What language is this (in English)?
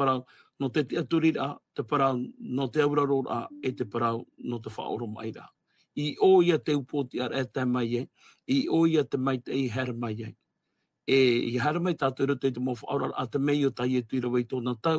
Tahitian